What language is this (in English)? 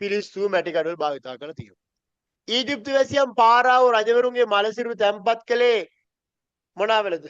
Sinhala